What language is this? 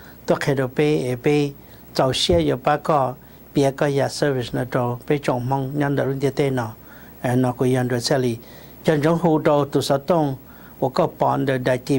Hmong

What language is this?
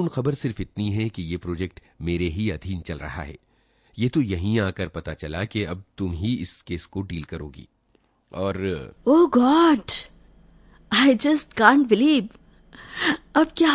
Hindi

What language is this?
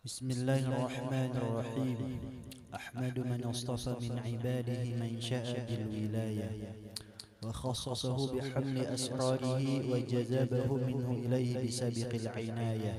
Banjar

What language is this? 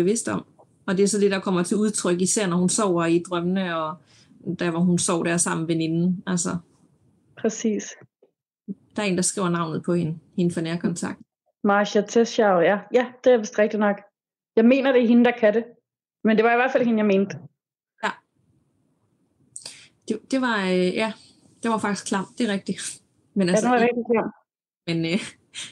Danish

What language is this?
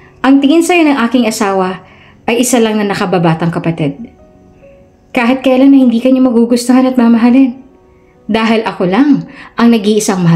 Filipino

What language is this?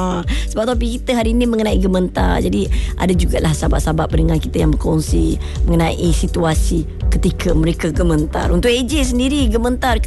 Malay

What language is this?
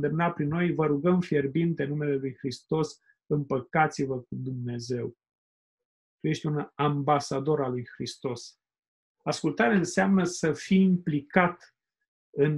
Romanian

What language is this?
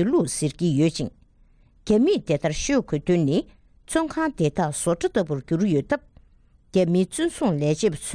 Tibetan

